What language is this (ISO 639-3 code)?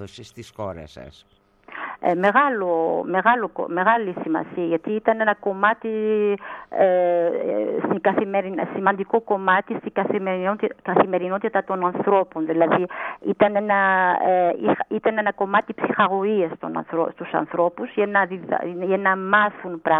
ell